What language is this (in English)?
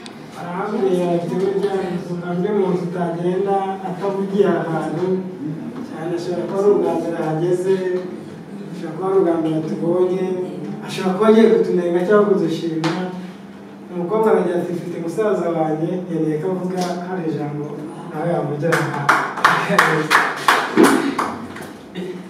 Kinyarwanda